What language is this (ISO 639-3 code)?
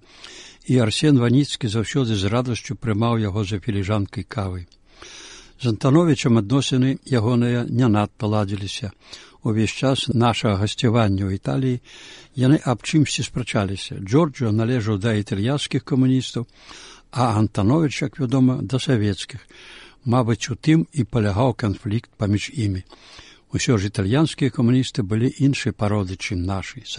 bel